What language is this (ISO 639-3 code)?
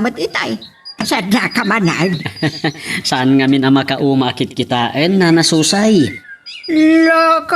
ilo